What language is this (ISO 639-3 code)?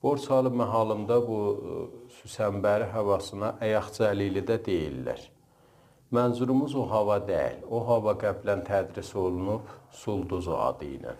azb